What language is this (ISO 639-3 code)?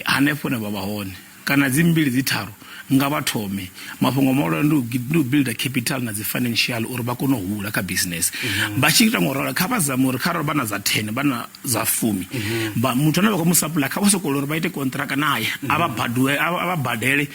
ven